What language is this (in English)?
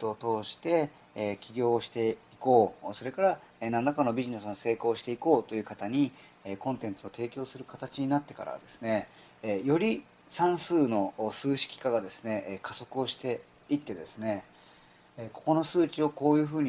Japanese